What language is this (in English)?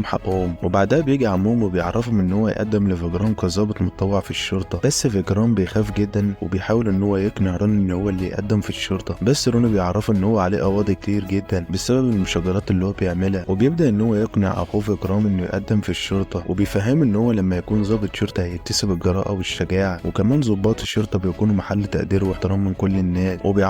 Egyptian Arabic